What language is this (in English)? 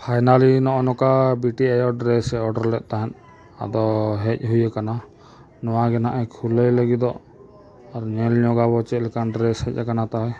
Santali